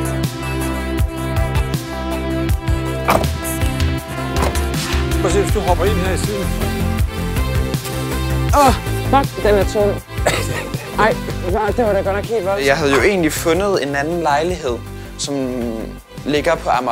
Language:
Danish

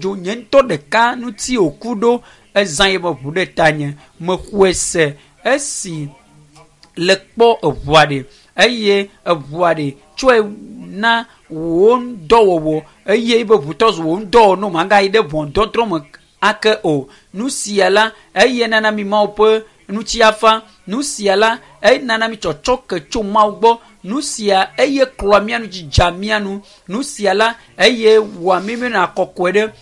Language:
Ewe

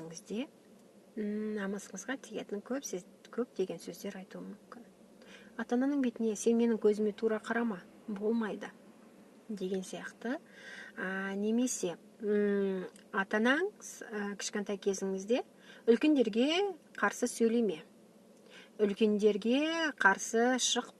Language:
Kazakh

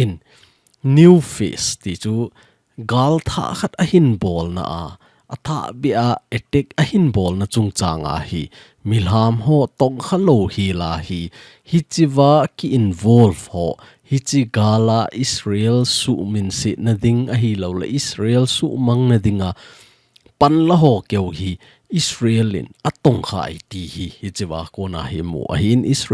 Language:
Thado Chin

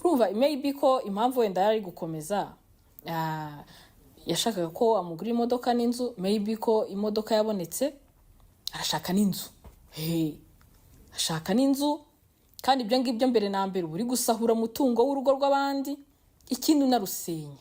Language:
Kinyarwanda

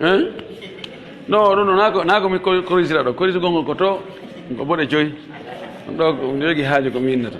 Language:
Pular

